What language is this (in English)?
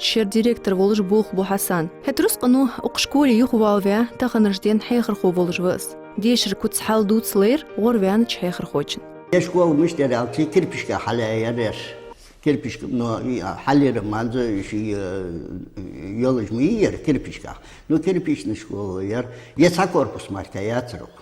Ingush